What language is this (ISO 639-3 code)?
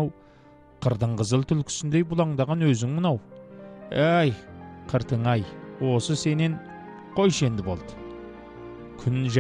kaz